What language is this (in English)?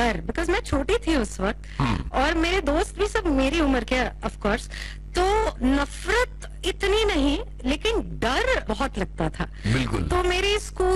Hindi